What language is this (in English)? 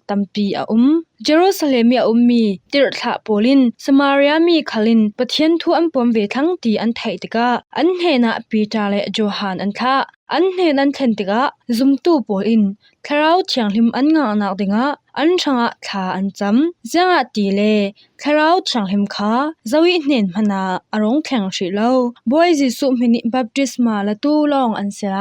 Falam Chin